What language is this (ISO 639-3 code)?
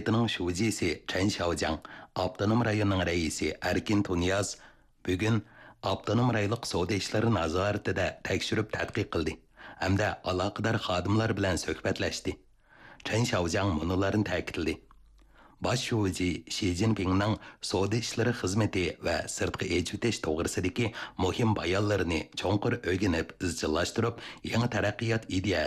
uig